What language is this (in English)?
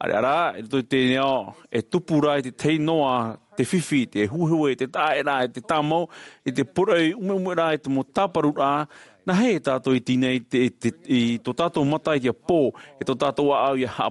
Tahitian